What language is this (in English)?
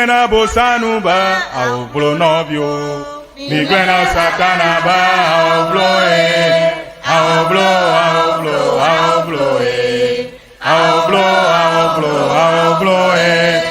Ewe